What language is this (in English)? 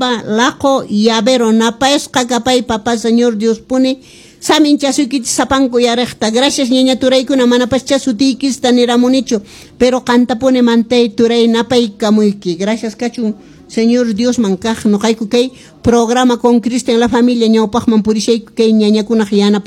Quechua